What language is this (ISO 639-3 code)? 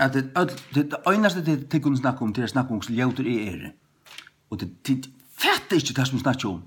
fao